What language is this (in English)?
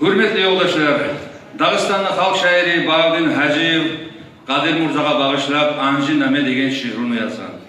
Kumyk